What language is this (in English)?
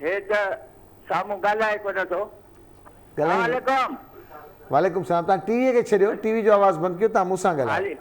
Sindhi